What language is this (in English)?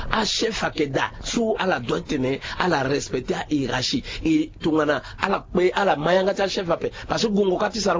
Sango